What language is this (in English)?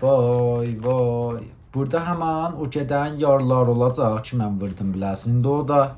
South Azerbaijani